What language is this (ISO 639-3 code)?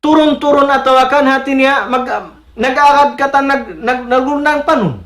tsg